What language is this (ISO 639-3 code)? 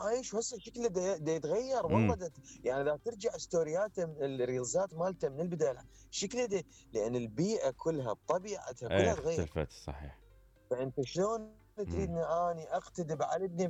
acm